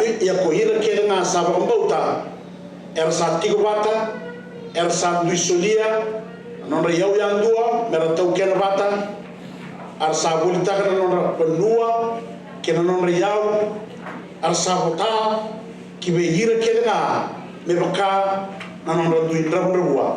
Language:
Fijian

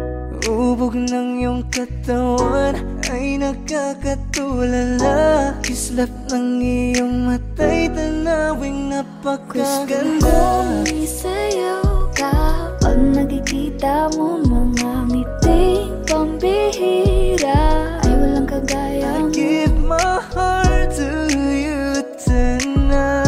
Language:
Filipino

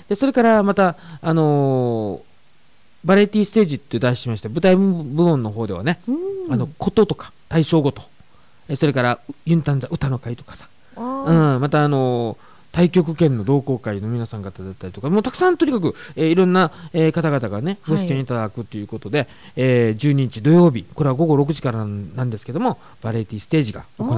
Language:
Japanese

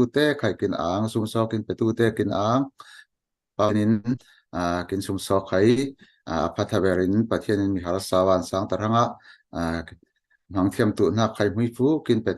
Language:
Falam Chin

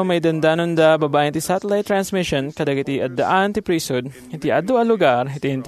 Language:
Iloko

